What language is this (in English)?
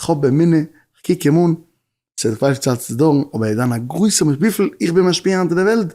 Yiddish